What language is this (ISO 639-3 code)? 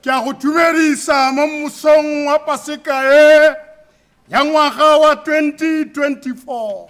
tsn